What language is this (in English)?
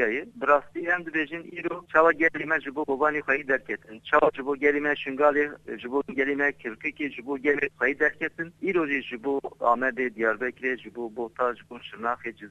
Kurdish